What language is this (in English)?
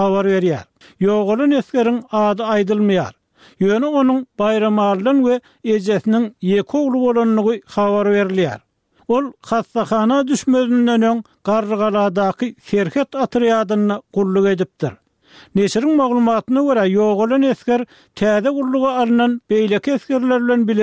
Turkmen